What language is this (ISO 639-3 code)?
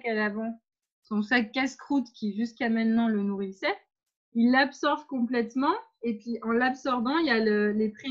fra